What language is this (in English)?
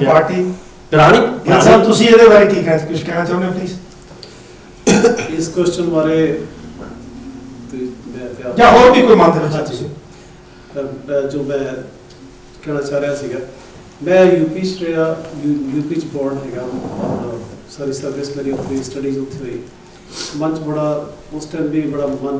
Punjabi